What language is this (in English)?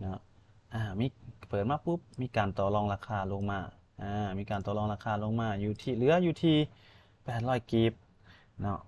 Lao